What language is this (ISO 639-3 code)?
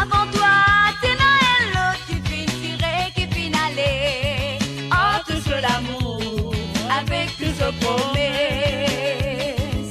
mfe